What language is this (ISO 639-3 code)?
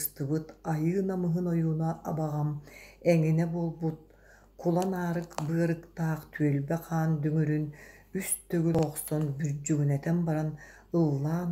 sah